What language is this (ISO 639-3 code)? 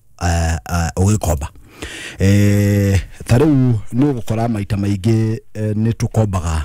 kik